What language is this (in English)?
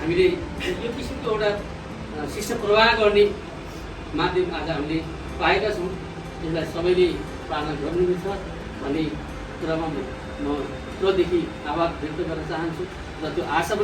Nepali